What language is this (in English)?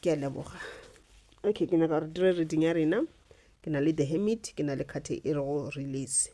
Northern Sotho